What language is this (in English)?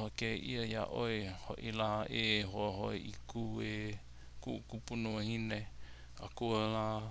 Hawaiian